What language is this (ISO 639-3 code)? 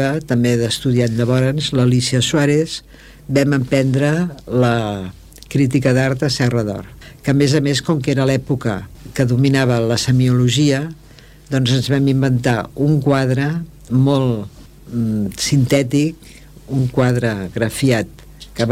cat